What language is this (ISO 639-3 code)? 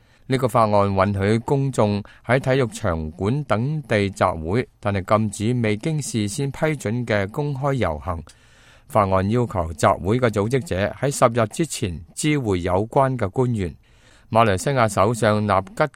yue